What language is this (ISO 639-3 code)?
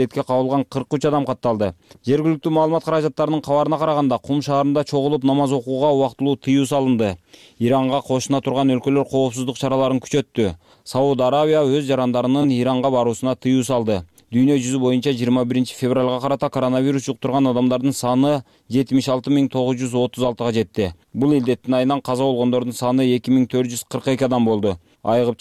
kir